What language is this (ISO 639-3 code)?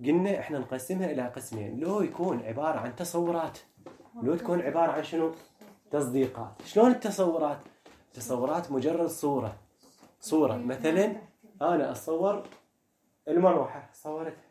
acm